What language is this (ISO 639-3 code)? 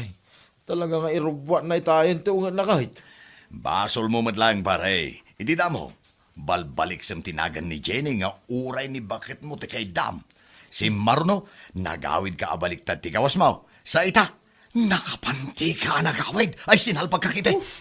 ilo